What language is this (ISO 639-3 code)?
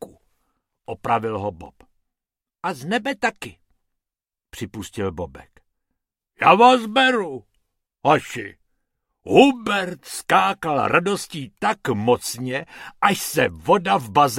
ces